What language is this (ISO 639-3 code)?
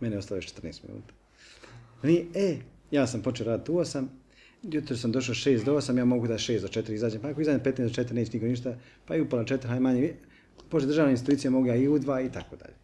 bos